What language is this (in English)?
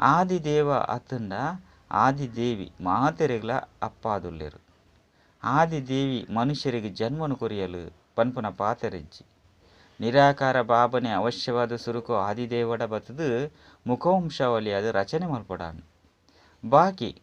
Tulu